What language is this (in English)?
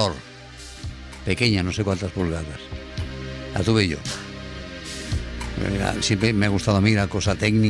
Spanish